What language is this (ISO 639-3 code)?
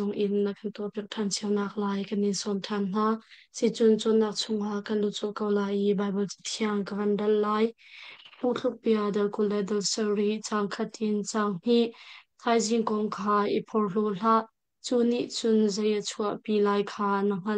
cnh